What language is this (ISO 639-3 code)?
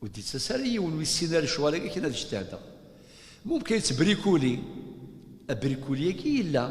kab